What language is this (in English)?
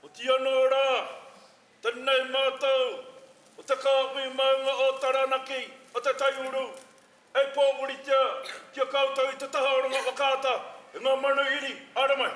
Māori